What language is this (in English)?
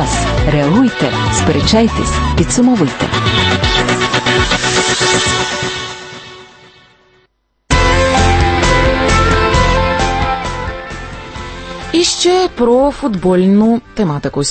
Ukrainian